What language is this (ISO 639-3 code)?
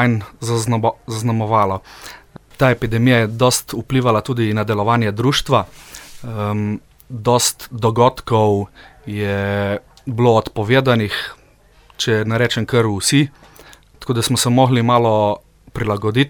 slv